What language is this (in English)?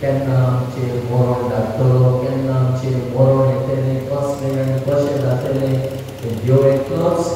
Konkani